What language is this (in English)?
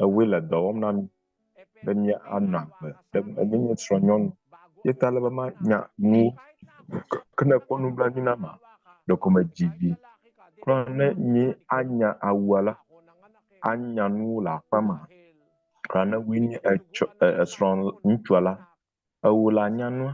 Ewe